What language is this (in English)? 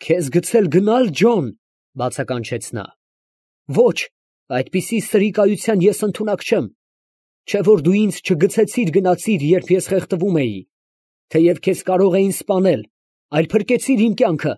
Armenian